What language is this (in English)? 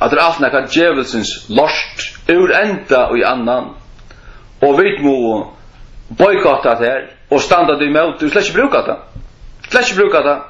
Faroese